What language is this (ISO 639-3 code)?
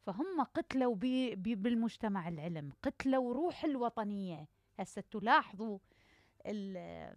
acm